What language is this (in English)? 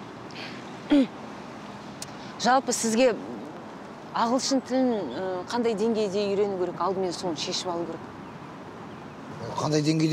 Kazakh